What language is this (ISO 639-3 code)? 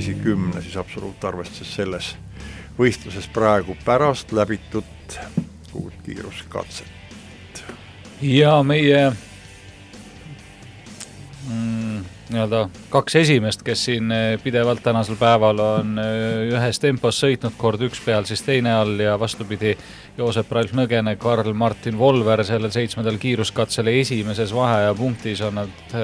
est